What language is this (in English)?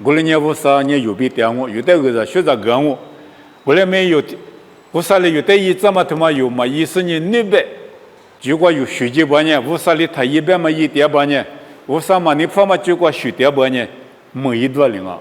Lisu